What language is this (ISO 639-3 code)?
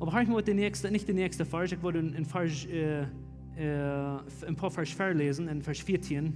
pdt